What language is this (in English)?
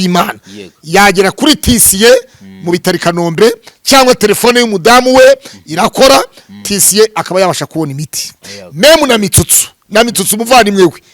Kinyarwanda